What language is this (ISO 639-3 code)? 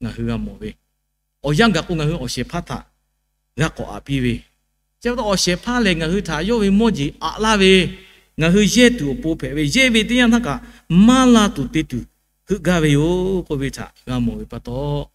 lhu